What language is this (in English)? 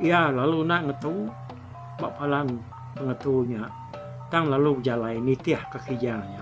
Iban